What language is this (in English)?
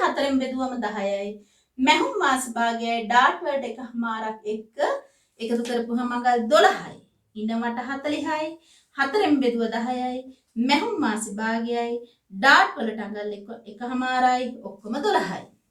Sinhala